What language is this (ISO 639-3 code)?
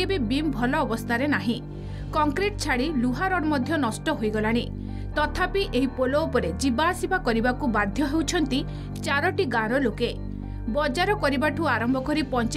ori